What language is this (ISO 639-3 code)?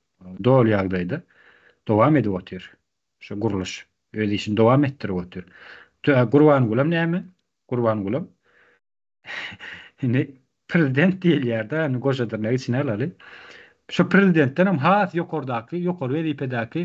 tuk